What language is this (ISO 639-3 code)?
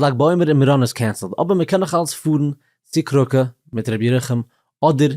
yid